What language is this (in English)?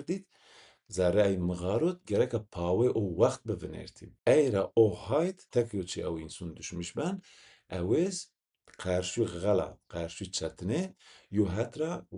Zaza